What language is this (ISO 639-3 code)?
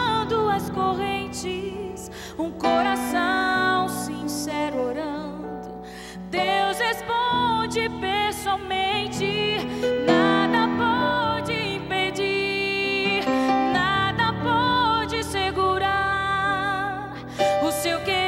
por